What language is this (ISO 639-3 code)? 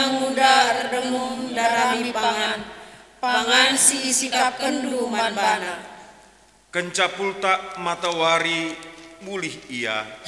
btx